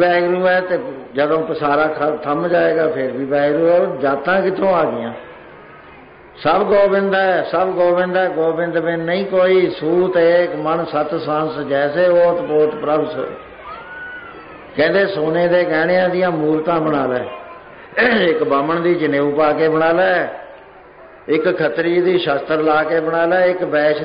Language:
Punjabi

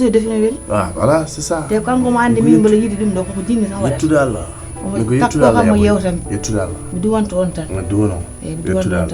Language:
Fula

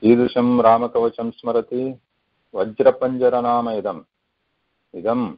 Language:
Sanskrit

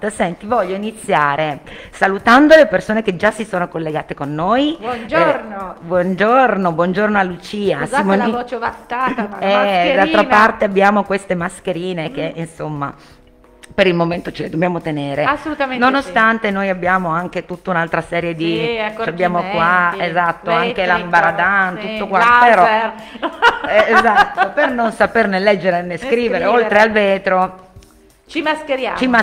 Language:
Italian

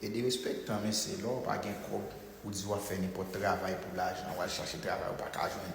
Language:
Haitian Creole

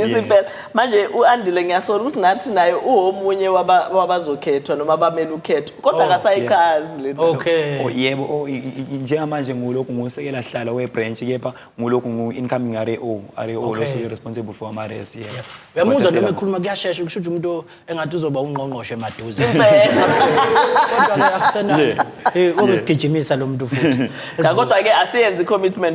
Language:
Zulu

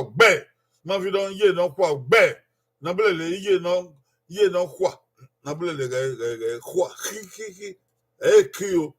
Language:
Bini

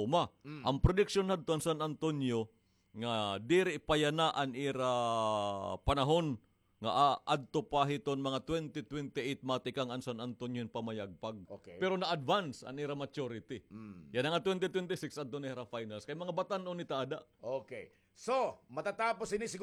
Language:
Waray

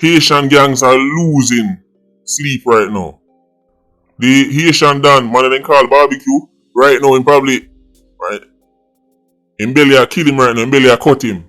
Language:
Jamaican Creole English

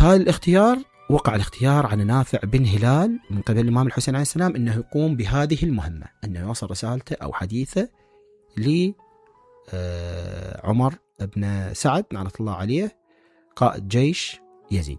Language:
Mesopotamian Arabic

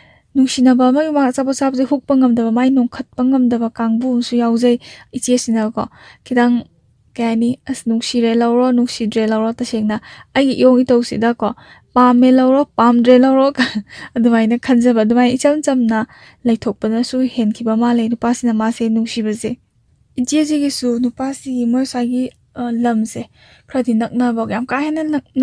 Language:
Manipuri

